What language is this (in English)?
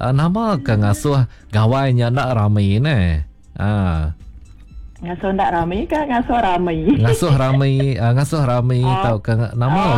Iban